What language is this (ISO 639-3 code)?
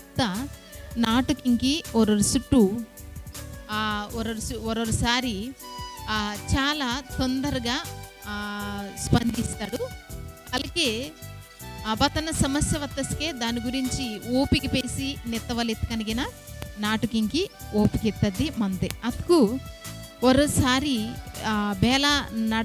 kff